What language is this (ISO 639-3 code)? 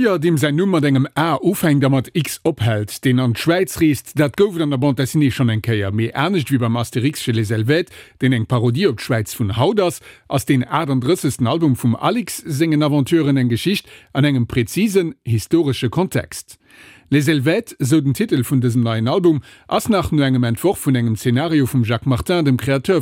ltz